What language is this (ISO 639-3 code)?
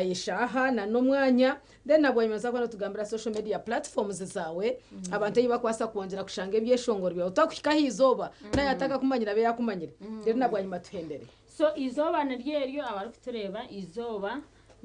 nyn